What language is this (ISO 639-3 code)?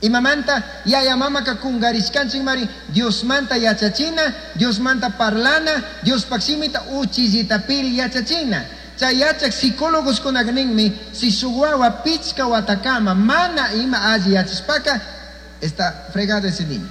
qug